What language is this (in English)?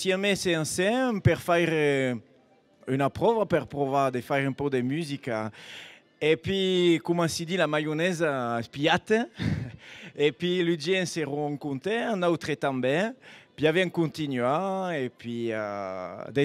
Occitan